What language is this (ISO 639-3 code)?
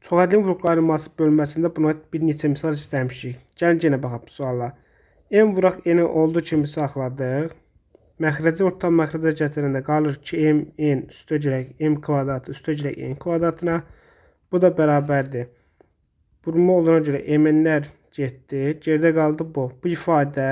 aze